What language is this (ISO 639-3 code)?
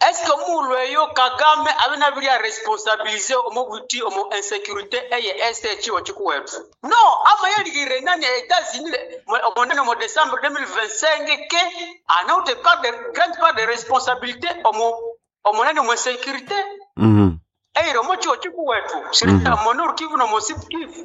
nnb